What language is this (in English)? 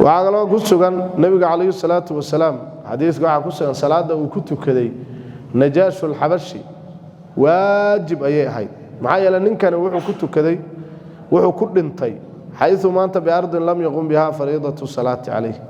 Somali